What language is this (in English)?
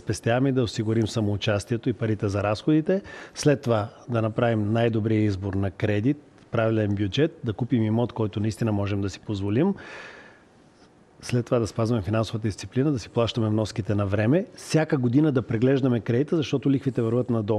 Bulgarian